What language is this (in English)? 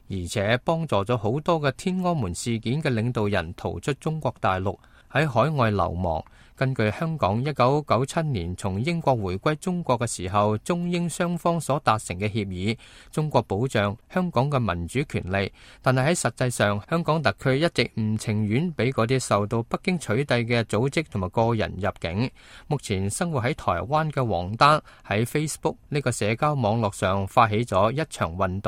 Cantonese